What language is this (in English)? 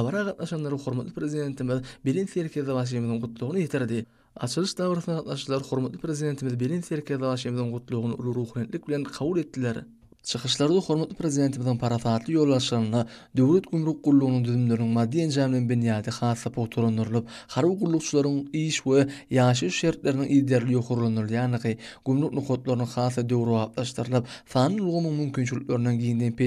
Turkmen